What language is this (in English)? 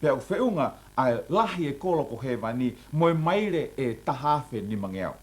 Tongan